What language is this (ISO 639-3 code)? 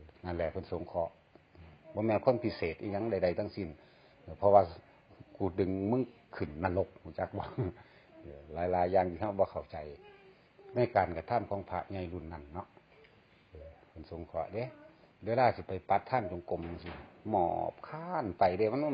lao